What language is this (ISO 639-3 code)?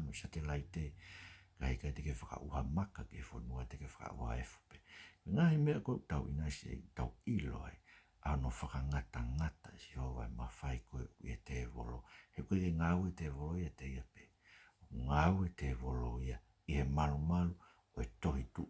ton